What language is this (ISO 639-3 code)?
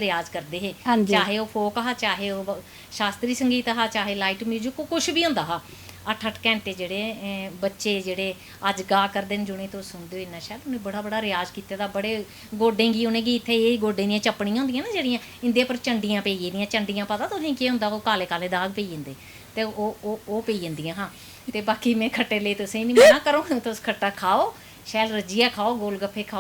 doi